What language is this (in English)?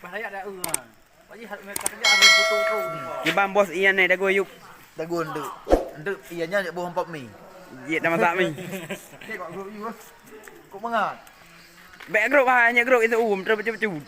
Achinese